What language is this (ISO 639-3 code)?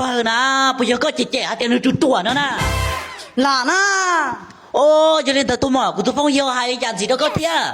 hmn